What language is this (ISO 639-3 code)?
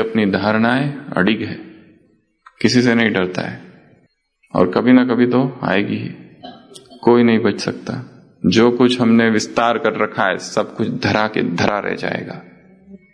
hin